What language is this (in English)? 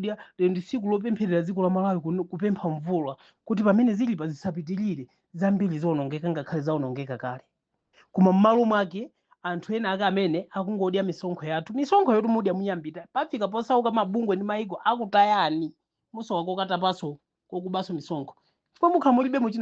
Nyanja